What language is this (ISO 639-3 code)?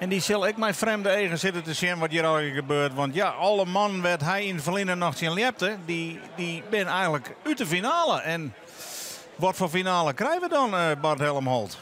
fry